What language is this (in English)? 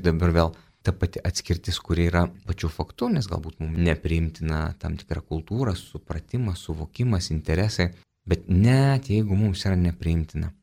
Lithuanian